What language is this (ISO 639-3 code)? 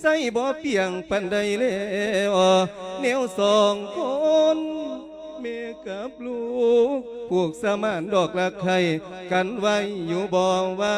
lao